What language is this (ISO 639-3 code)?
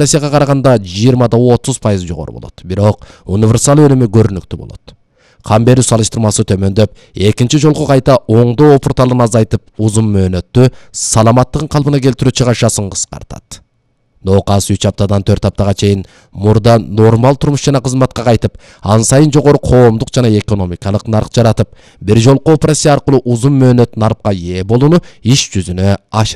kir